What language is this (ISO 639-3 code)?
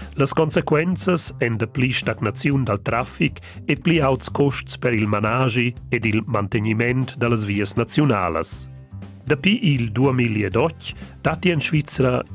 roh